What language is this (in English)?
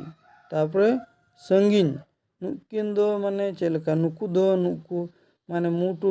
Santali